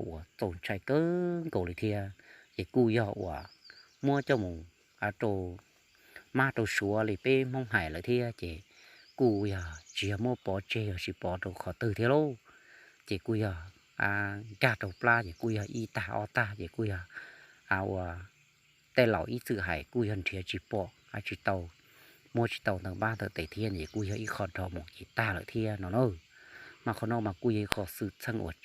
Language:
Hmong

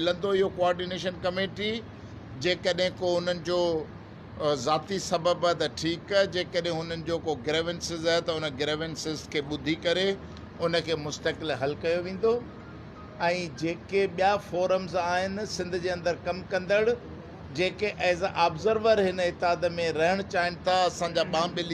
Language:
Sindhi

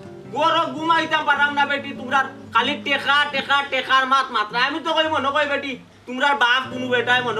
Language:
Sylheti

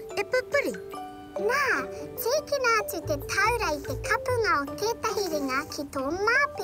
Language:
Māori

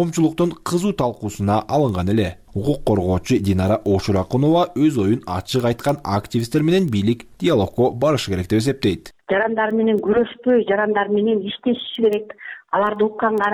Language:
Kyrgyz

